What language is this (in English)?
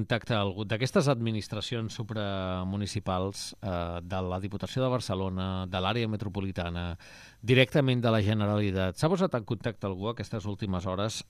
Catalan